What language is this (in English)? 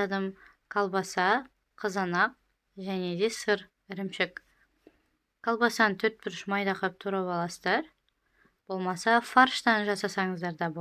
Kazakh